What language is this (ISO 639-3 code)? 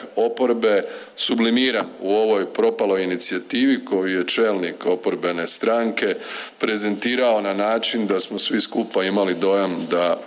hrv